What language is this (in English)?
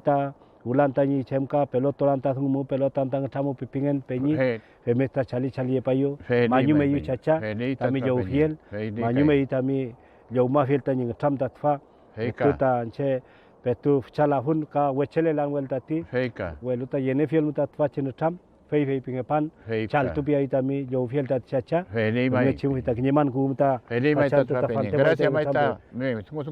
Mapuche